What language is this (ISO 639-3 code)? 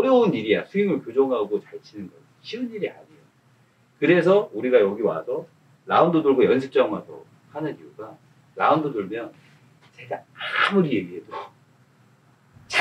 kor